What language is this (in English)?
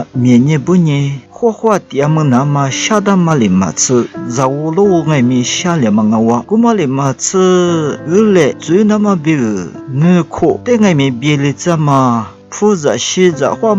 Lisu